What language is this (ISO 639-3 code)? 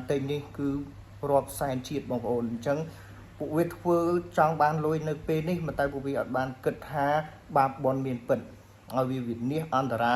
khm